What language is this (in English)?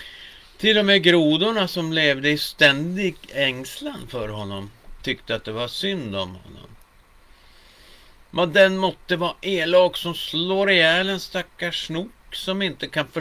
Swedish